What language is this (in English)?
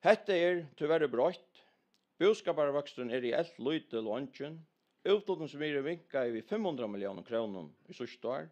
Faroese